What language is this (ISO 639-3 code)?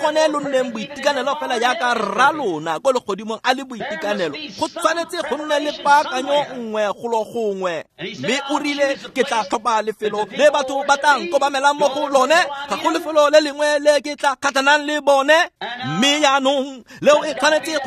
tsn